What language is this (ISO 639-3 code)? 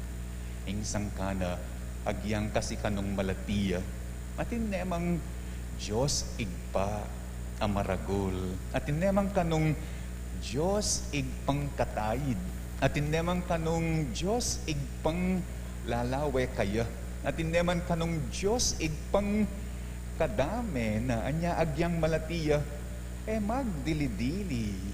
pam